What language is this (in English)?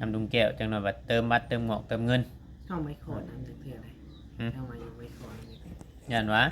Northeastern Thai